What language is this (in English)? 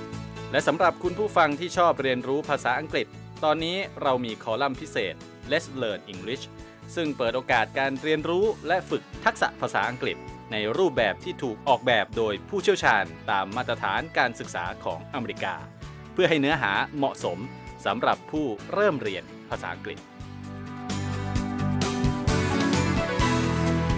Thai